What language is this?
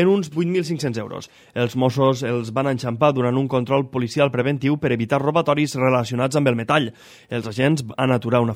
Catalan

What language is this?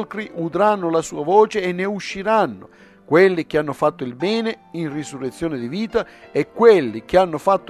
Italian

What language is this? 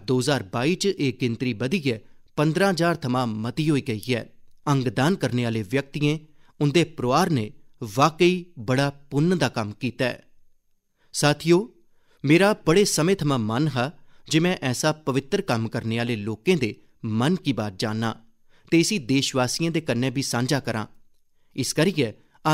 Dogri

